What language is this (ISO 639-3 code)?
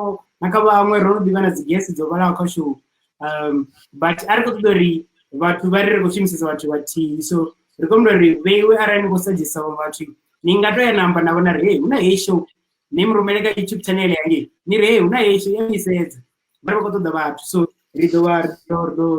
ven